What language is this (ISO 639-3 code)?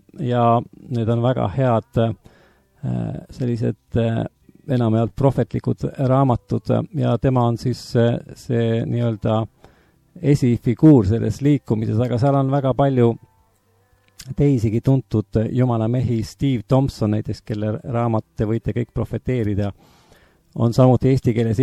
est